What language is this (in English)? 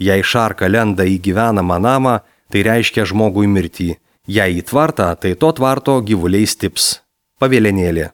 Lithuanian